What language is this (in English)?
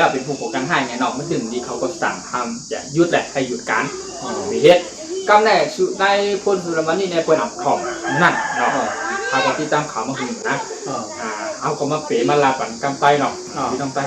Shan